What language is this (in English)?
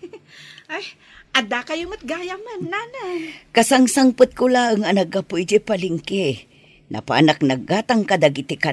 Iloko